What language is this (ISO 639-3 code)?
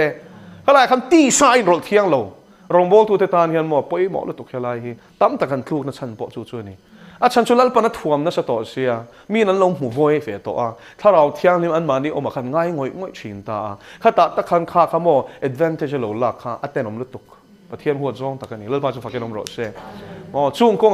lus